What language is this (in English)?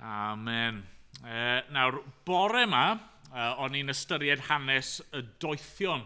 Welsh